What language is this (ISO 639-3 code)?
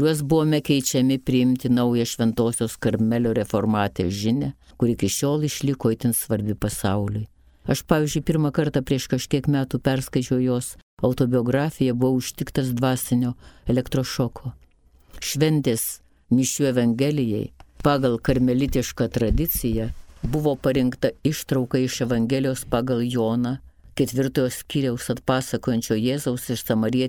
lit